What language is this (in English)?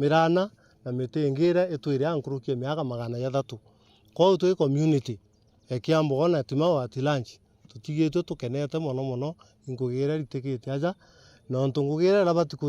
Meru